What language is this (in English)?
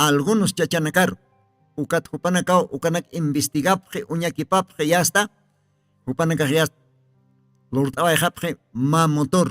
Aymara